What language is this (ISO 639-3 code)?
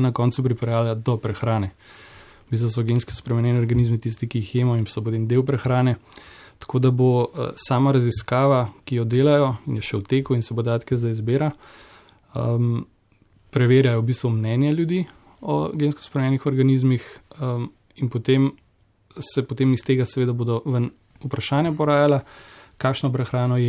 slv